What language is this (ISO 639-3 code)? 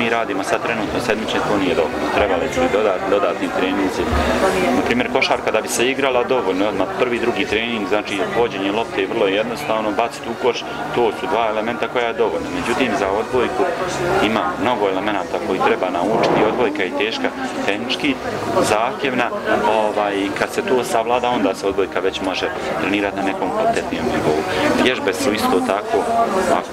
bos